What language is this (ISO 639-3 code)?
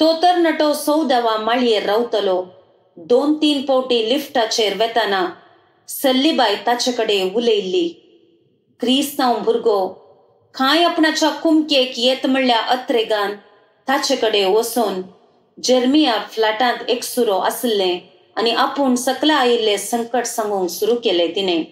kok